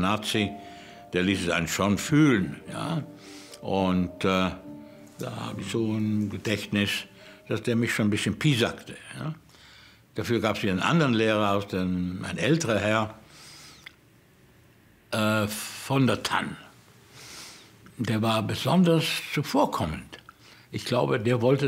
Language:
German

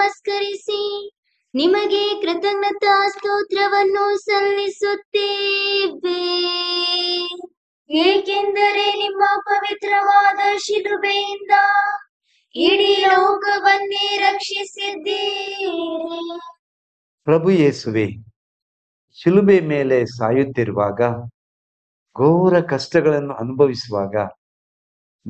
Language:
Kannada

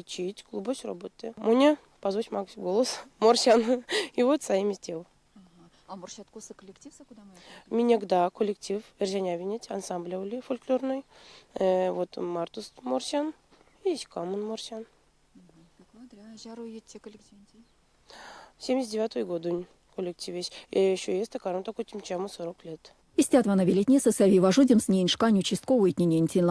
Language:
Erzya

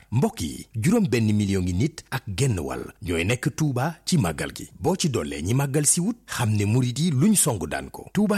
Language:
Wolof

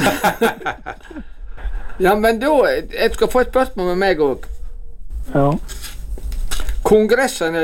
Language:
Norwegian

